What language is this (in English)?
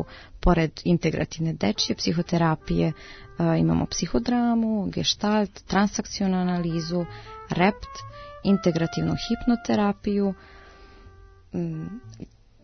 Serbian